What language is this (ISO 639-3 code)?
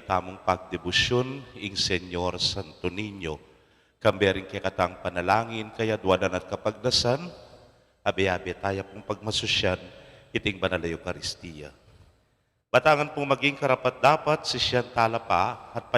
pam